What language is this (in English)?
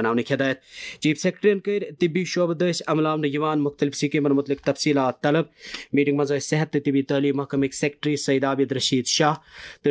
Kashmiri